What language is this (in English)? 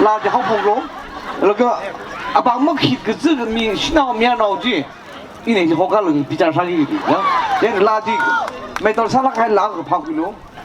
Tangkhul Naga (India)